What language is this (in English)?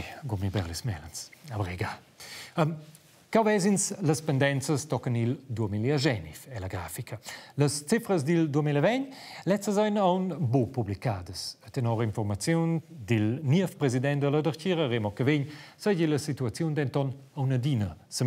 Romansh